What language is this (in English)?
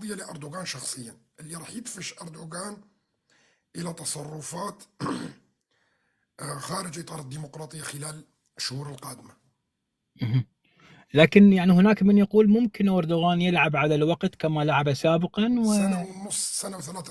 North Levantine Arabic